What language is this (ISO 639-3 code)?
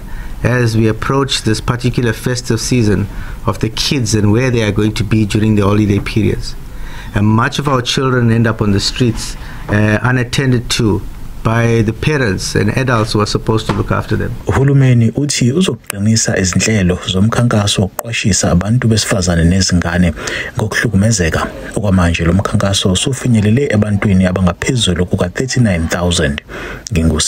zul